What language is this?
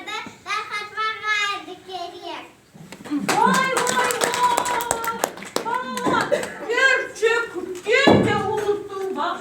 Crimean Tatar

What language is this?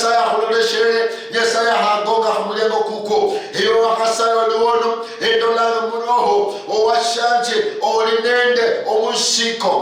Luyia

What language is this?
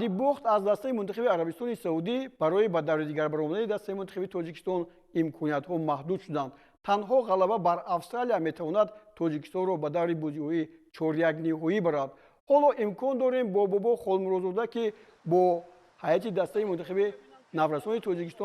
Tajik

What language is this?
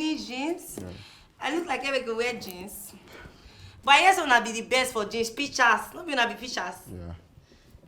Nigerian Pidgin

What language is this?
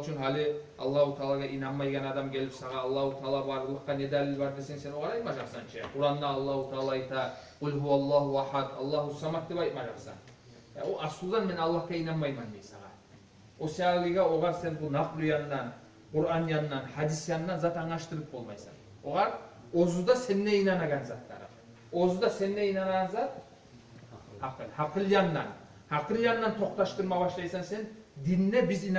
Kumyk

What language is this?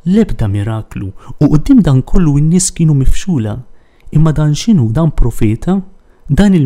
Maltese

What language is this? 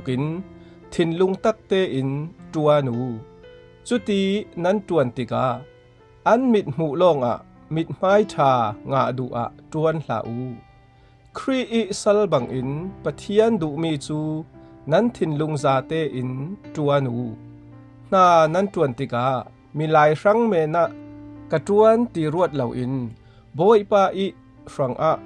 Falam Chin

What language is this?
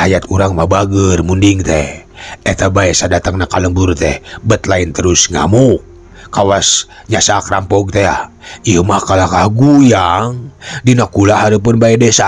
Sundanese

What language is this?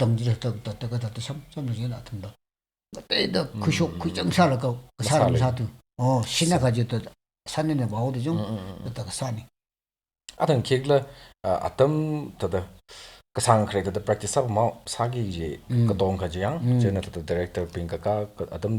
Tangkhul Naga (India)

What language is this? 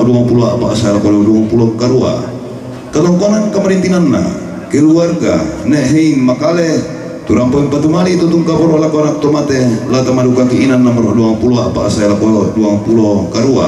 Toraja-Sa'dan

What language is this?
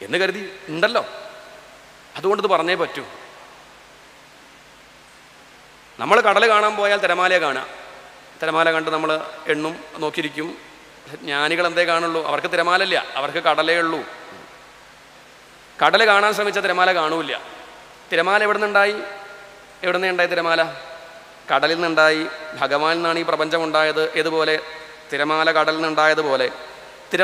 Malayalam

